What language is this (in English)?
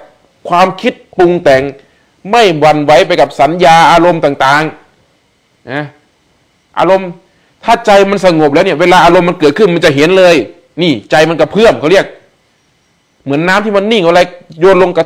Thai